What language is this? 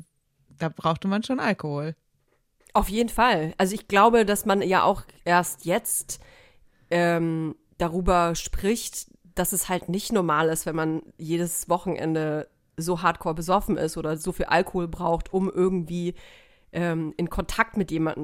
German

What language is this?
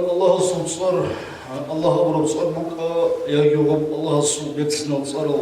Avaric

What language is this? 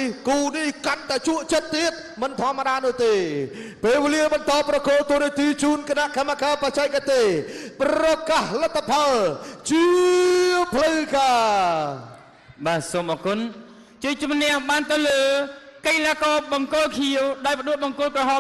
Khmer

